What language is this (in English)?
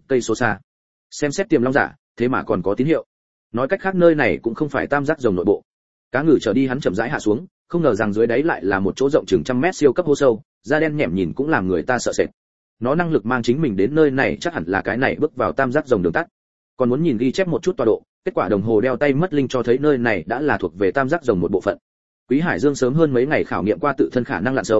Vietnamese